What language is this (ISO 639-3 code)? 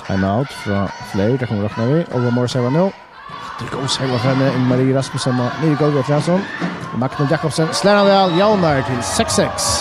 fao